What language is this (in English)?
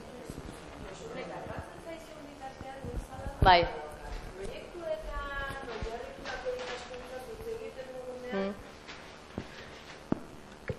Basque